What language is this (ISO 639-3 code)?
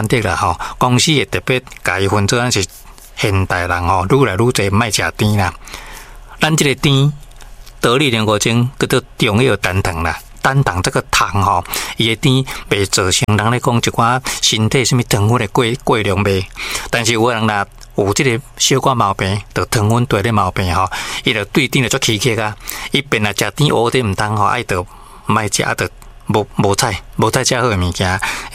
nan